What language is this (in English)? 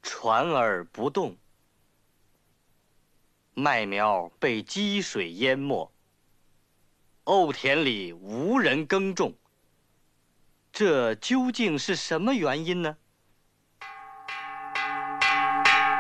Chinese